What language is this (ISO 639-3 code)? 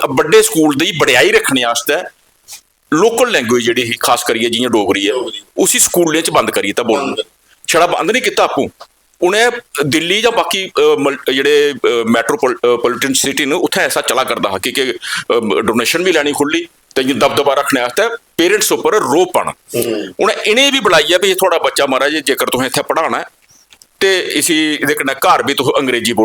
doi